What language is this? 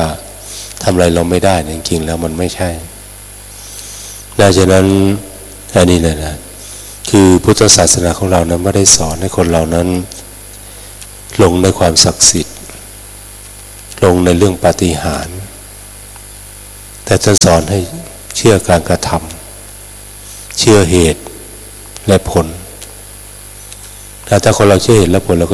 Thai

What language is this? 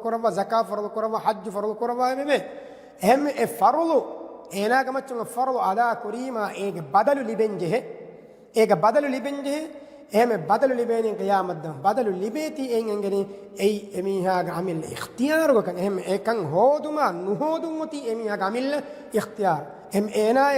Divehi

